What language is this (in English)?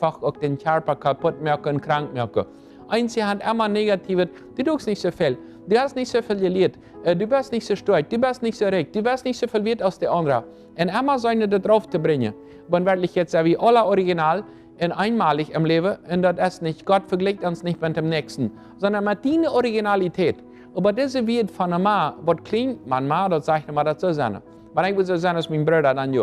Plautdietsch